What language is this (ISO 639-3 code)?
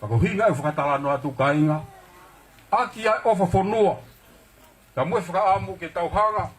ton